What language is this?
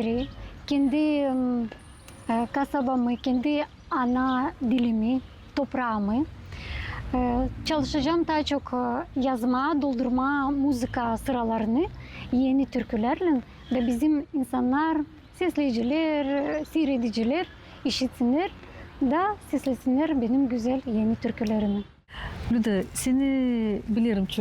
Gagauz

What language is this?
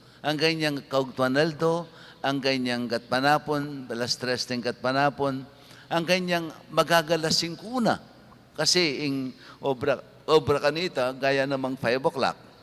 Pampanga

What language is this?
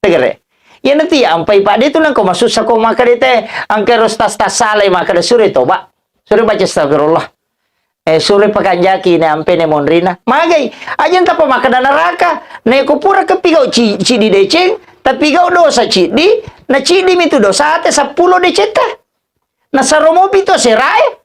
Buginese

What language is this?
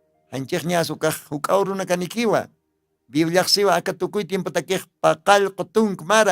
Aymara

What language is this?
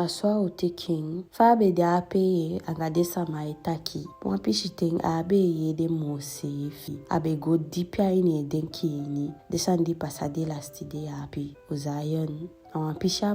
Eastern Maroon Creole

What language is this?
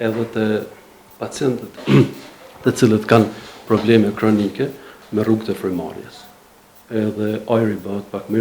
Albanian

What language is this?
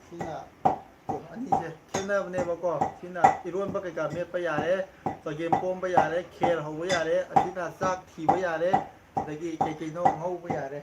Manipuri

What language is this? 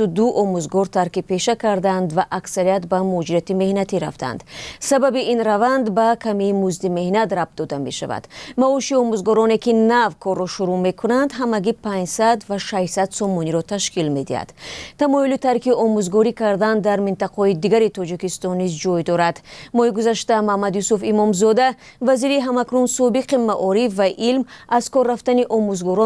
Tajik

